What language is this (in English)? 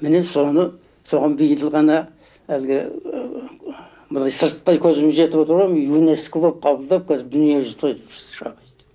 Kazakh